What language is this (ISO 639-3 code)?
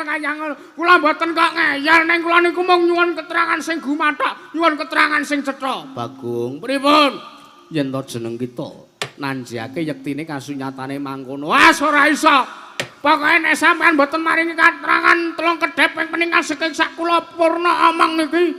jav